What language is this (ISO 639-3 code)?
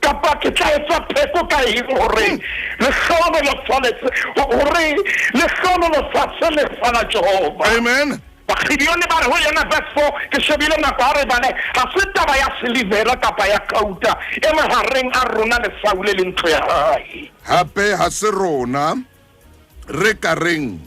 sot